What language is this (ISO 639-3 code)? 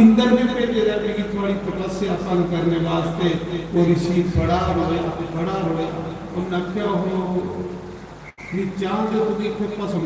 doi